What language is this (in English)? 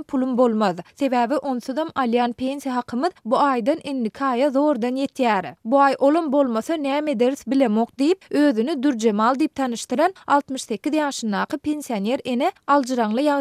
Turkmen